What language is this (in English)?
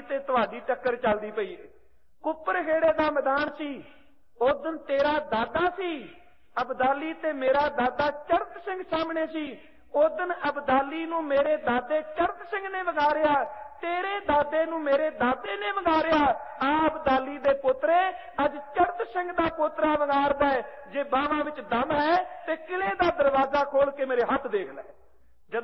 Punjabi